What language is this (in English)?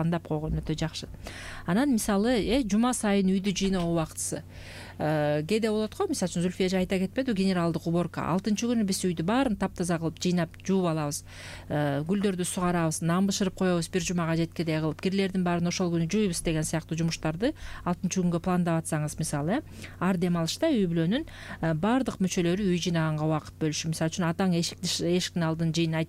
Kyrgyz